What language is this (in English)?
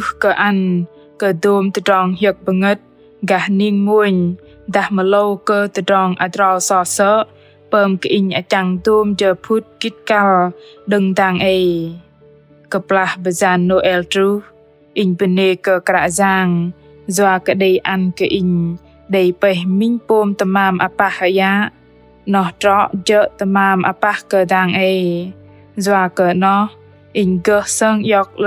Bahnar